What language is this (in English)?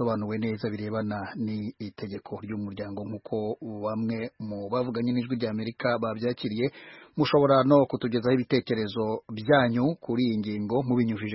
Kinyarwanda